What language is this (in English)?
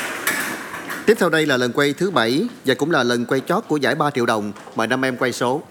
Vietnamese